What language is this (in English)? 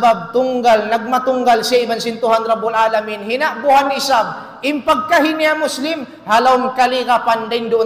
Tausug